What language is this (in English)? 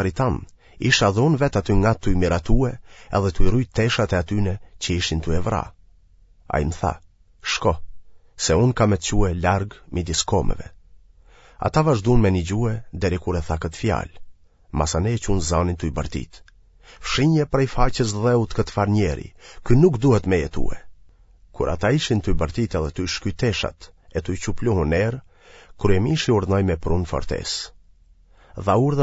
Albanian